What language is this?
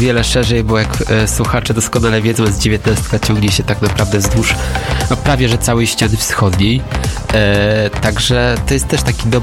Polish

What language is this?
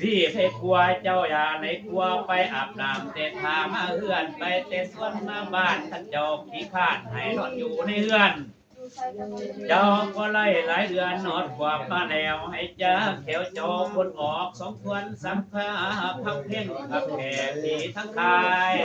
Lao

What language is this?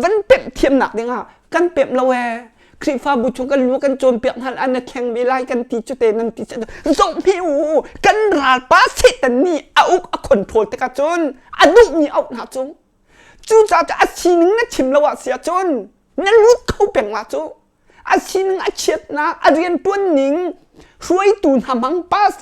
Hakha Chin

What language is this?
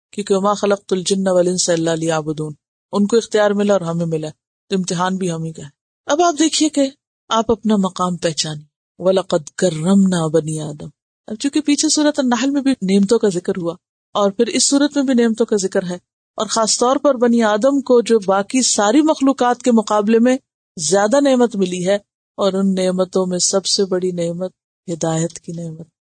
Urdu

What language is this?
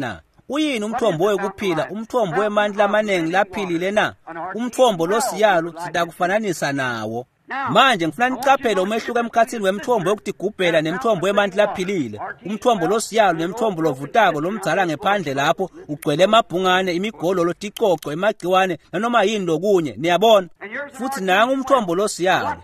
Swati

